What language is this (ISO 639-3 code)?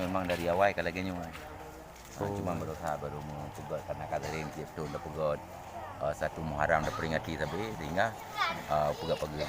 ace